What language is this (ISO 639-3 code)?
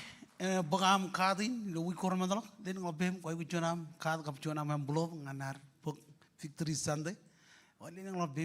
mah